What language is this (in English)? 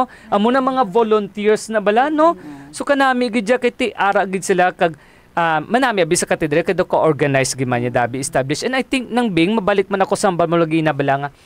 Hiligaynon